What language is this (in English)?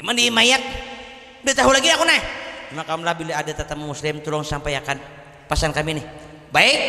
Banjar